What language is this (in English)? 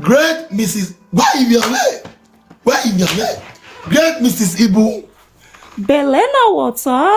Nigerian Pidgin